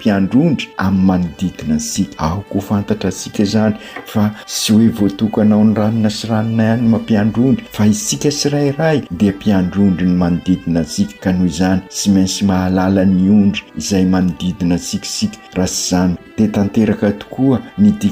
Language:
Malagasy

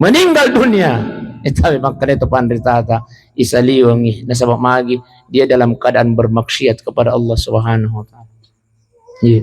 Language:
Buginese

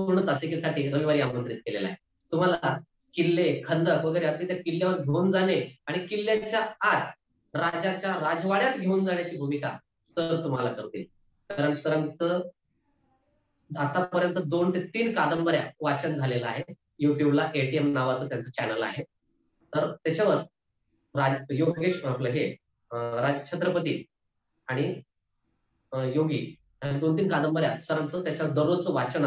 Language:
Marathi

